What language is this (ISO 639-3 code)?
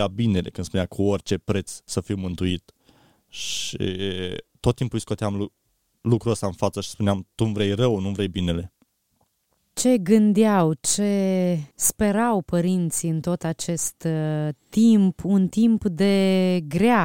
ron